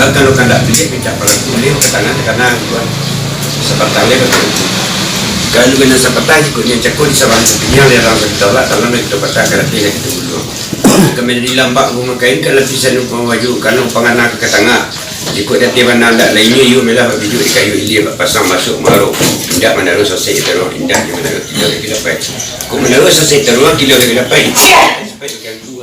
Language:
Minangkabau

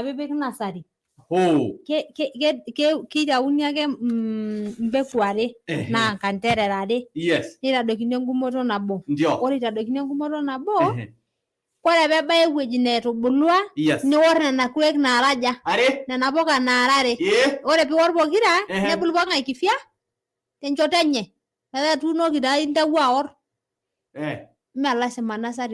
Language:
Masai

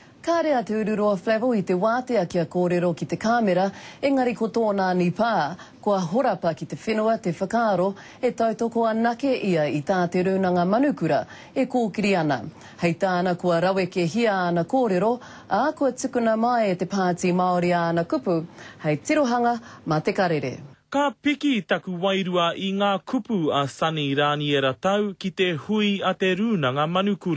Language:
Māori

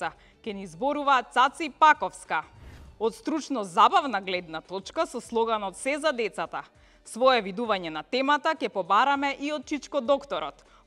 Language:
Macedonian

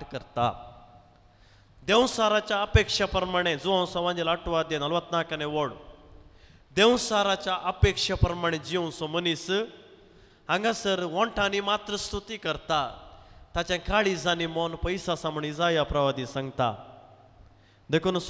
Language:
Konkani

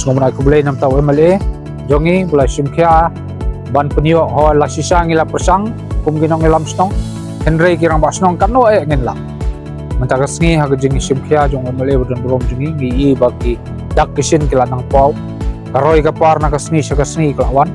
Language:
Khasi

